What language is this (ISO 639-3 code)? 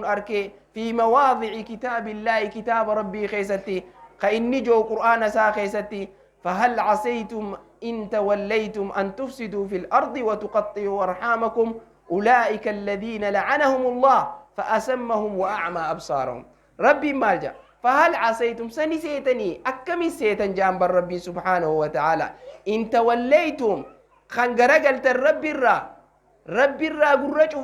orm